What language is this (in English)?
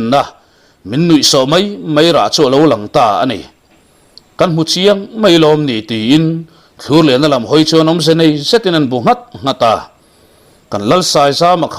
Mizo